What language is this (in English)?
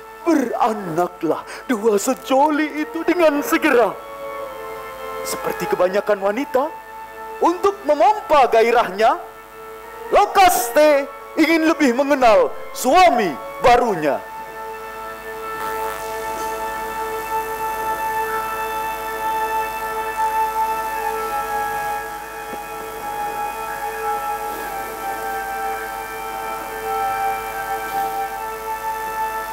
Indonesian